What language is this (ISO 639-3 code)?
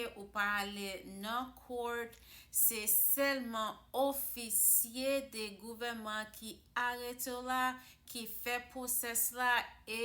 hat